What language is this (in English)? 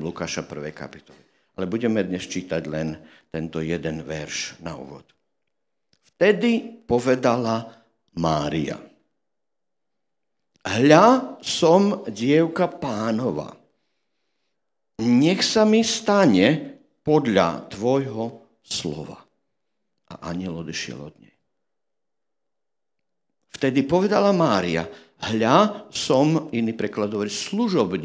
Slovak